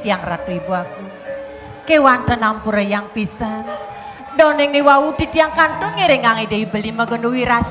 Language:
Balinese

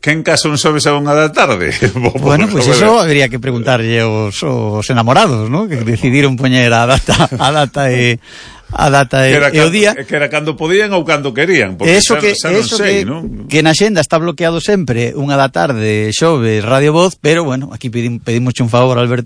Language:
Galician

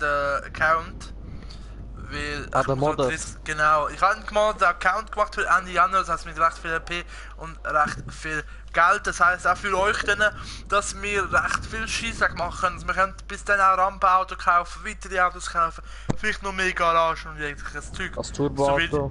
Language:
Swiss German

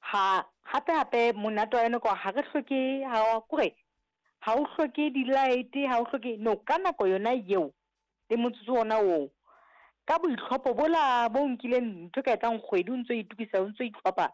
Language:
Southern Sotho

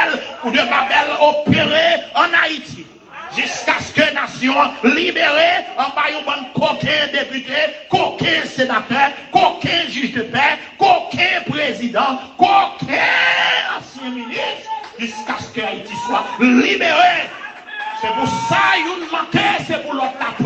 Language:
Haitian Creole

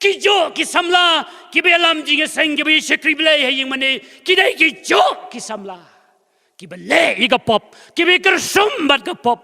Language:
Khasi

